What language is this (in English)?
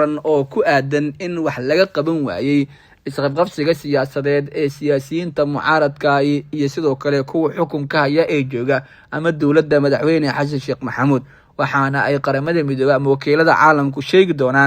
Somali